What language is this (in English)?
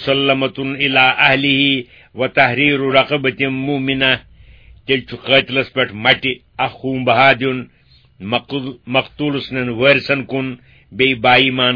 Kashmiri